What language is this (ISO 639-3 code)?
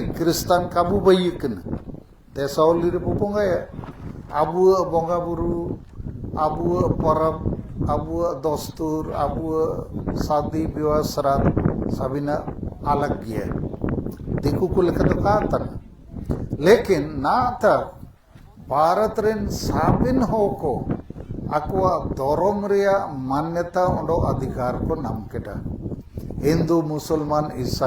sat